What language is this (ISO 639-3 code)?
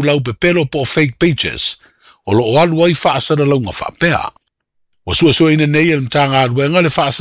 smo